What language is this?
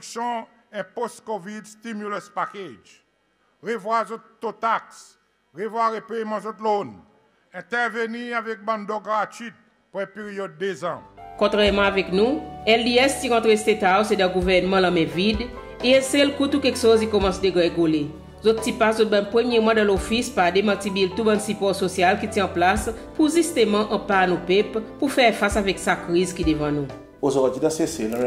Seselwa Creole French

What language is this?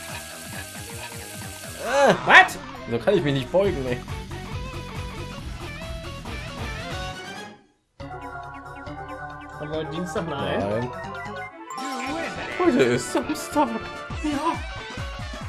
German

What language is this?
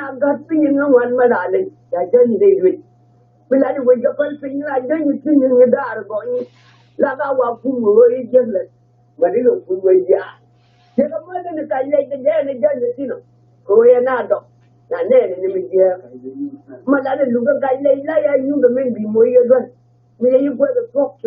Nuer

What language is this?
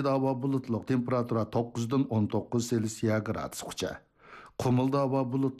Uyghur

